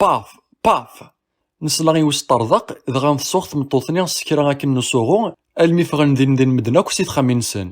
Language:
Kabyle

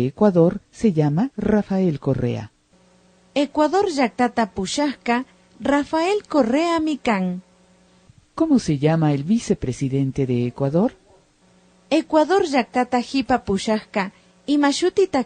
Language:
Imbabura Highland Quichua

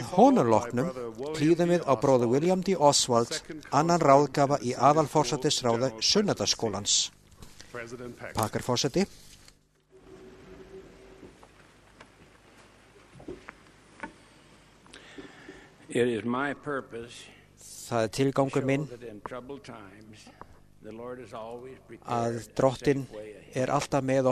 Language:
Icelandic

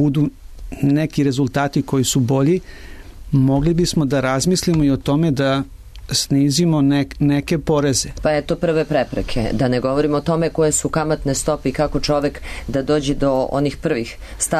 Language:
Serbian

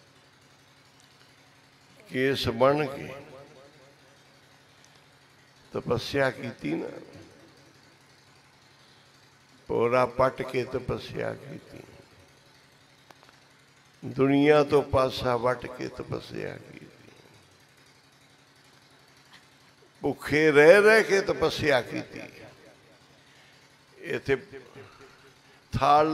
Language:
Punjabi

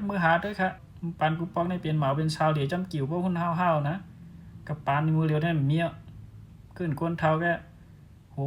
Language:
Shan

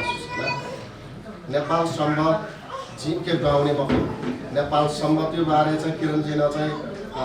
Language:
Newari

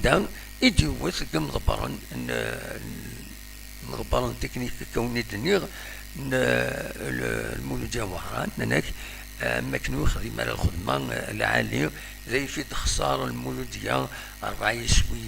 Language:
Kabyle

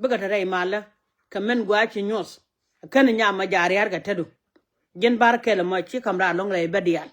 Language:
Nuer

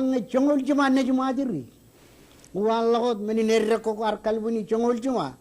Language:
Marshallese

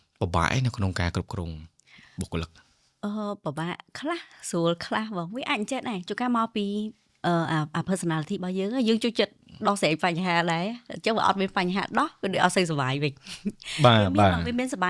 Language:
Khmer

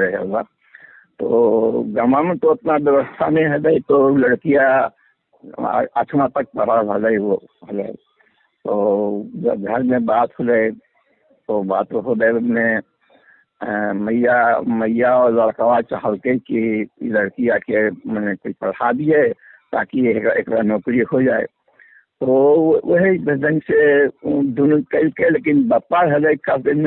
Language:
Magahi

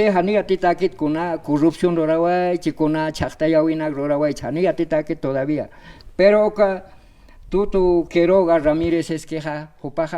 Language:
Aymara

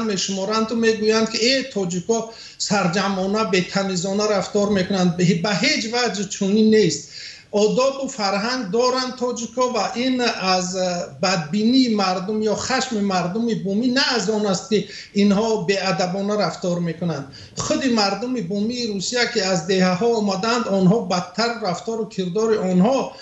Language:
Persian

